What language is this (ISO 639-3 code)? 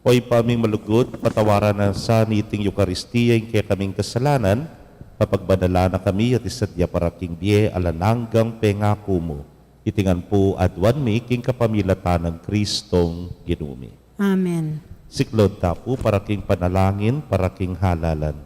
pam